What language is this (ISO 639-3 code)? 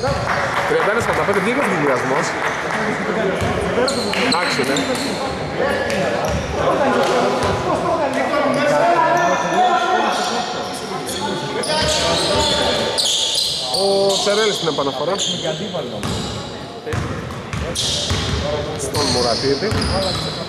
ell